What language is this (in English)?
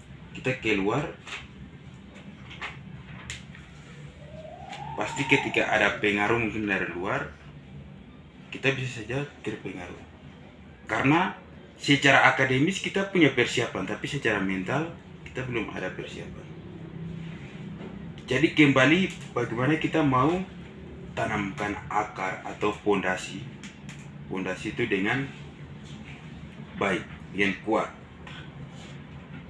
Indonesian